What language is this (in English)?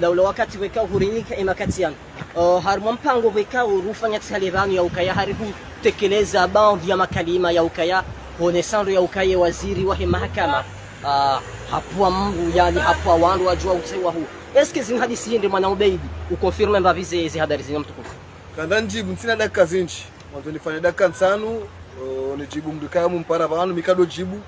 Ngazidja Comorian